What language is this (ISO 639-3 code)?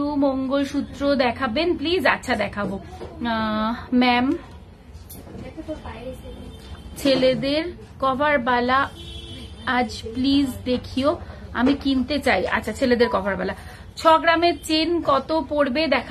ben